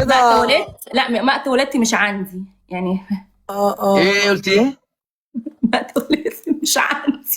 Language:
Egyptian Arabic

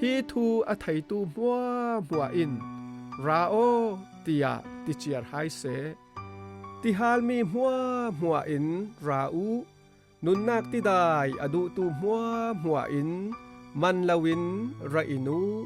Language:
Falam Chin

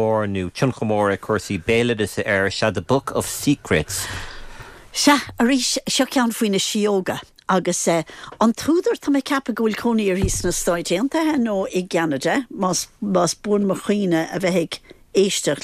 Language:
Irish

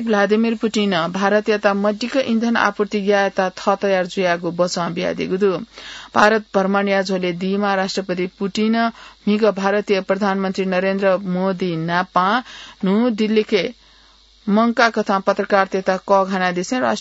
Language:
Newari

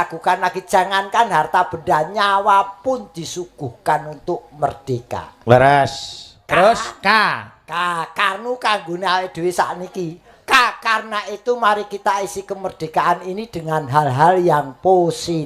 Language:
Javanese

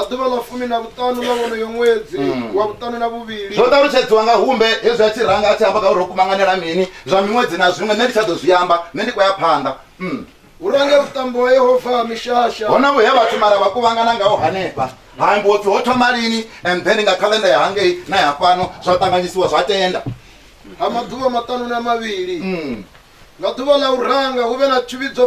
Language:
Venda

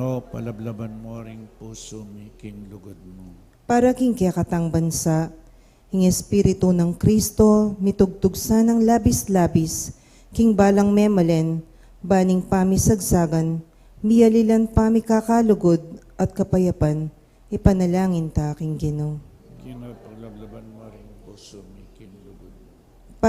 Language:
Pampanga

